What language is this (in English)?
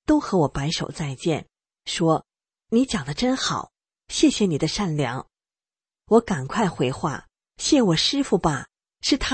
Chinese